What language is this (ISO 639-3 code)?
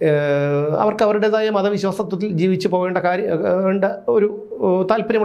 mal